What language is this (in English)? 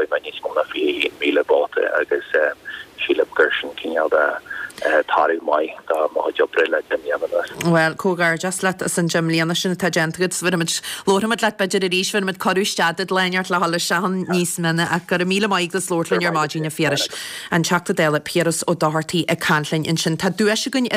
Irish